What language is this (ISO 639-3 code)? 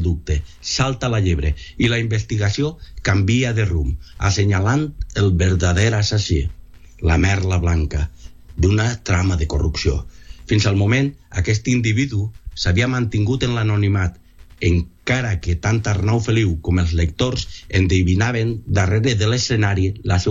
cat